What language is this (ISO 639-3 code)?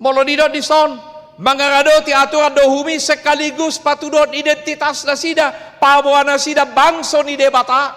bbc